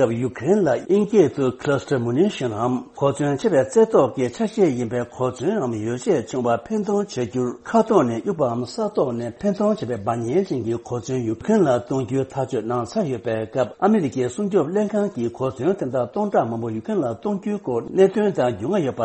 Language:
Tibetan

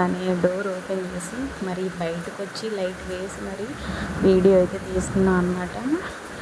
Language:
Telugu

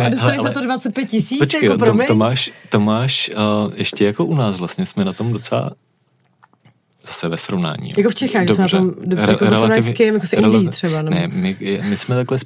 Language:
Czech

